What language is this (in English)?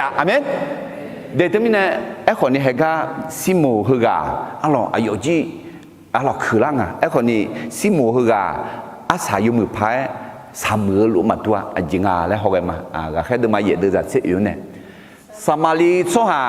Akha